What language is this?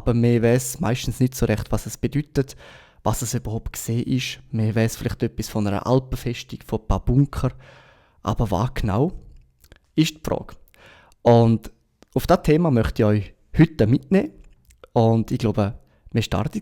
Swiss German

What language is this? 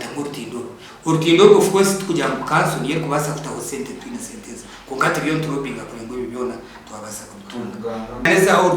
Nyankole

